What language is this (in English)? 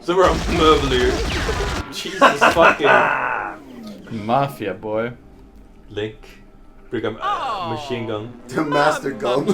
Faroese